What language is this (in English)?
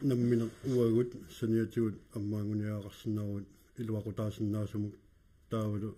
Kalaallisut